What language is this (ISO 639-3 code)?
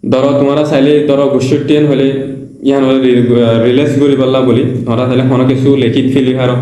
rhg